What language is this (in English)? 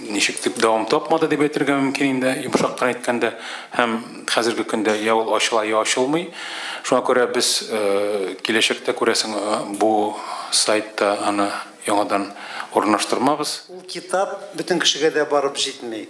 Tatar